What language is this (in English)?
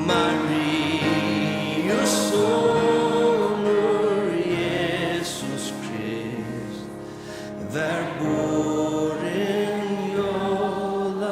Faroese